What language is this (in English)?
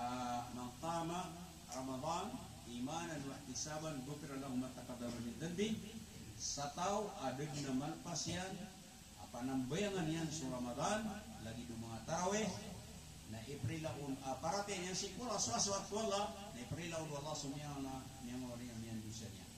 Maranao